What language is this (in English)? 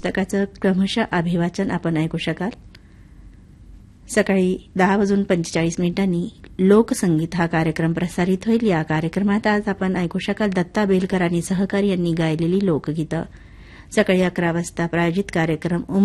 Marathi